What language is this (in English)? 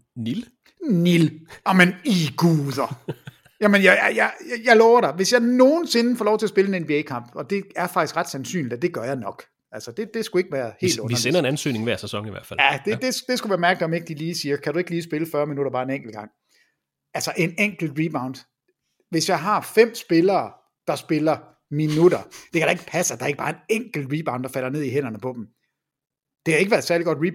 Danish